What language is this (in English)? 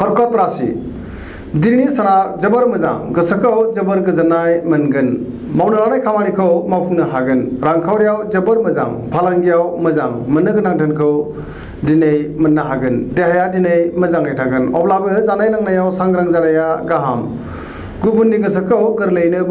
Bodo